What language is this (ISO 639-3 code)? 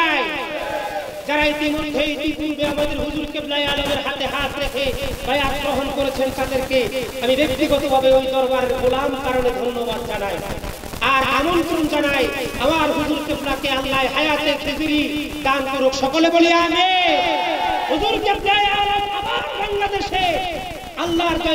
ben